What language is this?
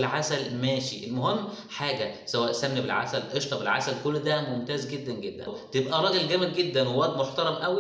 Egyptian Arabic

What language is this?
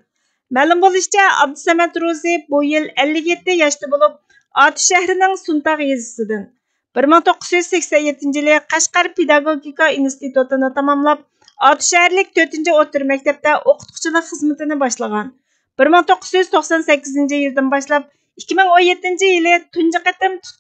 Uyghur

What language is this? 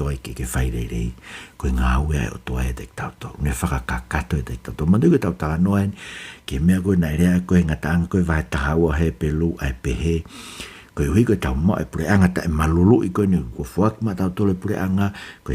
Tongan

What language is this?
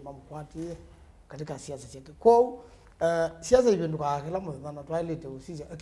Kamba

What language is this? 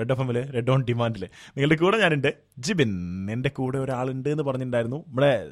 Malayalam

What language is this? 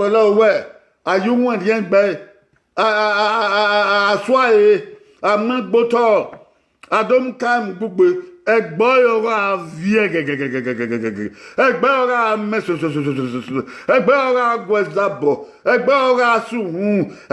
Bini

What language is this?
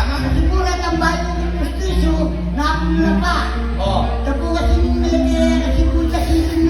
Pampanga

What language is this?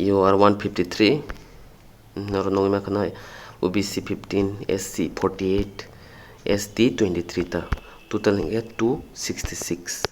Kok Borok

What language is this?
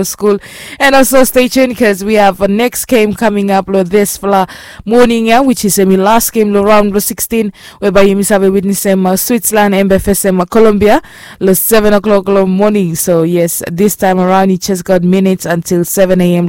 Bislama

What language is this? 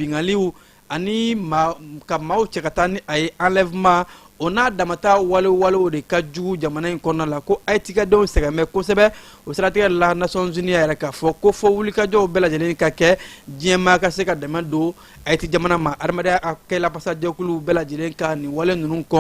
Bambara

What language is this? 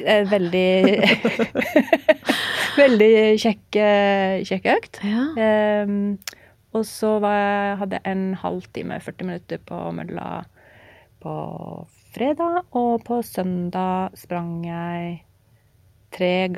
Norwegian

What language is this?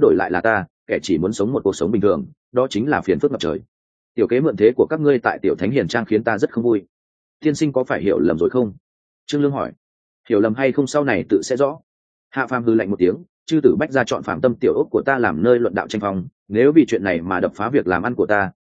Vietnamese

